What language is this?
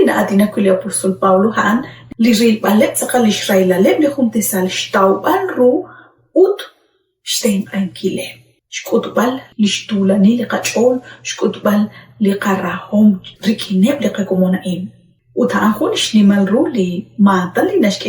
Kekchí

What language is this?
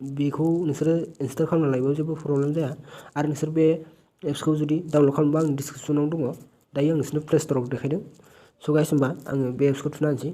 Bodo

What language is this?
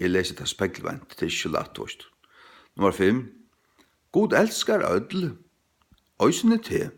Faroese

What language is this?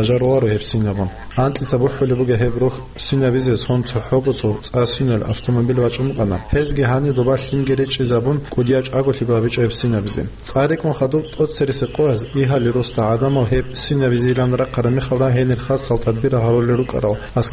Avaric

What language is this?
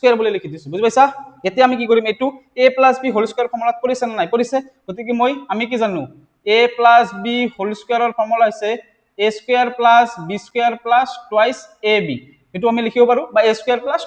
Assamese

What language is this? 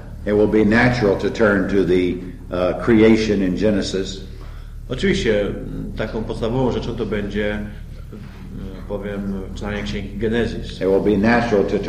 Polish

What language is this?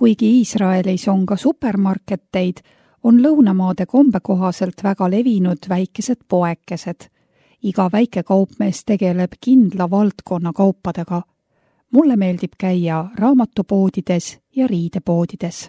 Estonian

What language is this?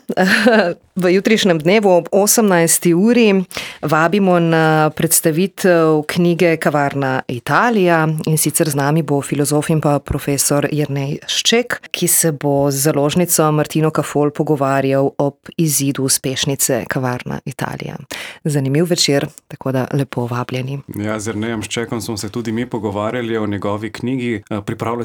Slovenian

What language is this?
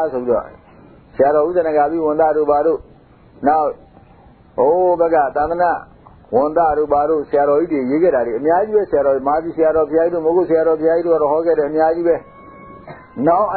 Burmese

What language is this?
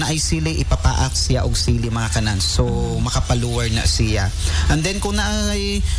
Cebuano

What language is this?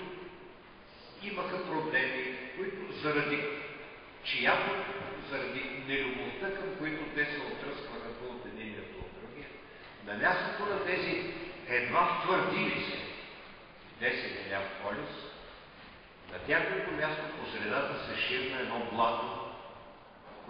Bulgarian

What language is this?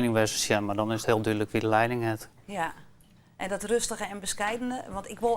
Western Frisian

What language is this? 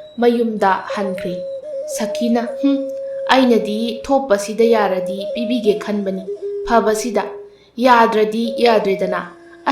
Manipuri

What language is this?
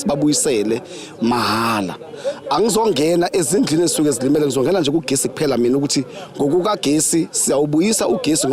Zulu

